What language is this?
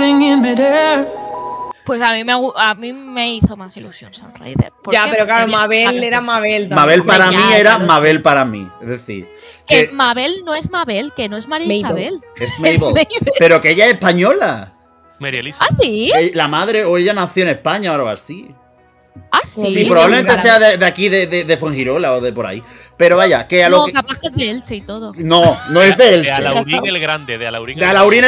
Spanish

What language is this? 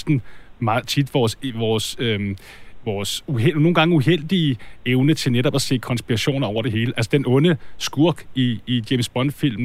Danish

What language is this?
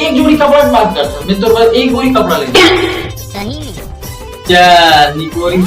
Chhattisgarhi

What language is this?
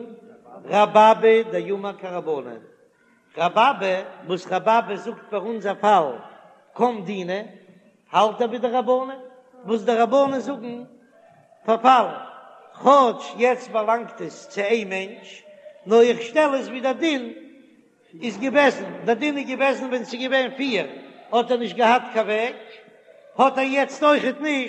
Yiddish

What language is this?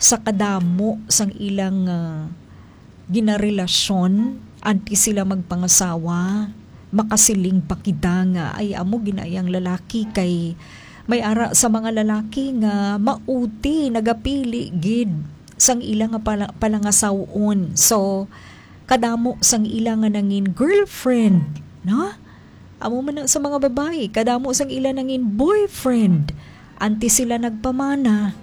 Hiligaynon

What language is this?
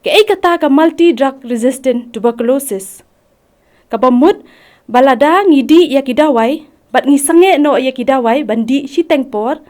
Khasi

